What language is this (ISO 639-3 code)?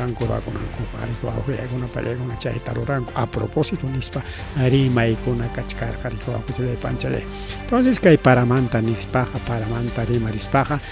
quy